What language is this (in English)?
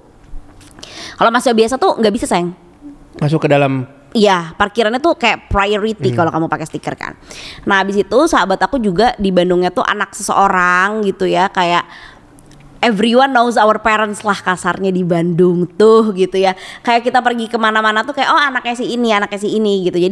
Indonesian